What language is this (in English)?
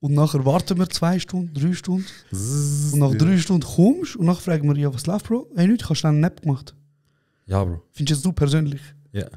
Swiss German